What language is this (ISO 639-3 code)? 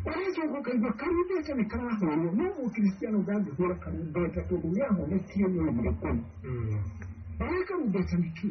kik